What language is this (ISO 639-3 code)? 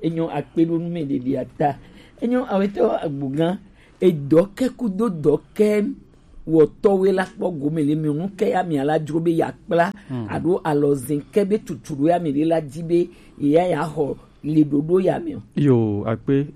gej